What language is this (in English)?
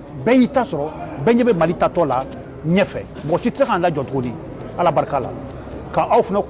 Bambara